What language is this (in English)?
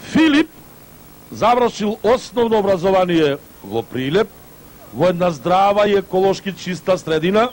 Macedonian